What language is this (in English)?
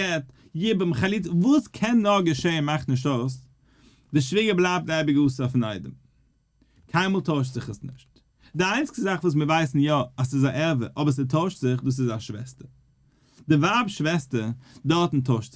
Yiddish